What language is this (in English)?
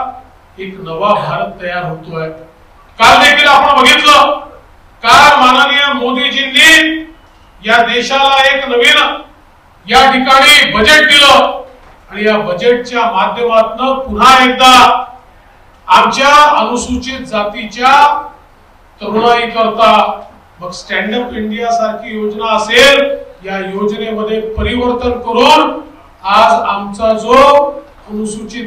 Marathi